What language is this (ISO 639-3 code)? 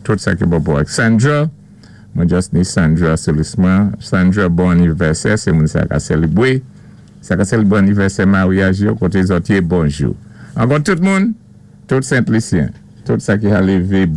acf